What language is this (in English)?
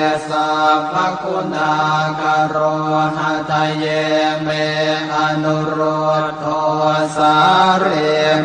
Pali